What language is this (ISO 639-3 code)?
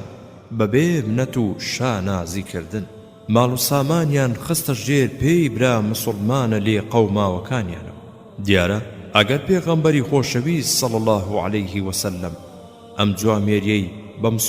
ckb